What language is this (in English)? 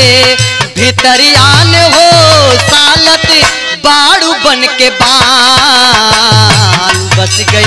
Bhojpuri